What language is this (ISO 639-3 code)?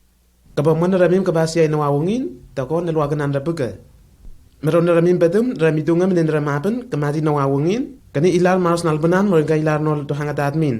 tnl